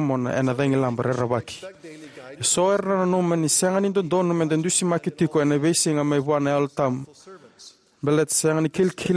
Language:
Fijian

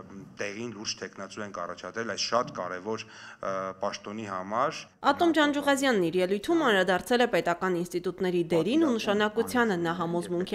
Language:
Armenian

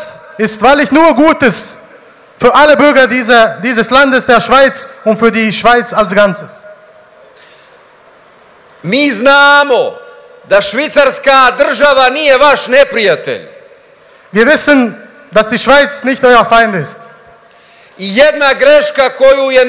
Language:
Bosnian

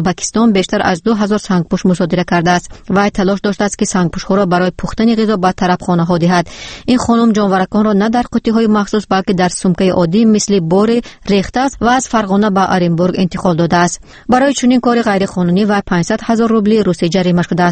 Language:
Tajik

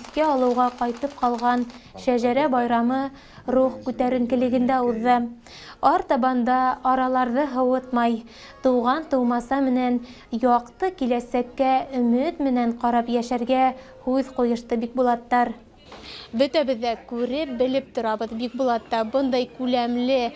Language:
Bashkir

